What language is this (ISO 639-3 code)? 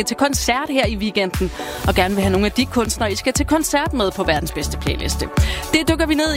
dan